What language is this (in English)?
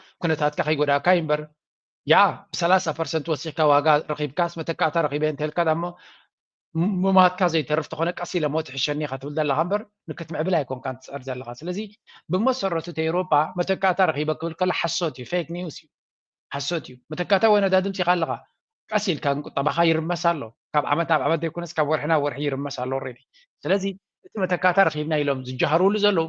Tigrinya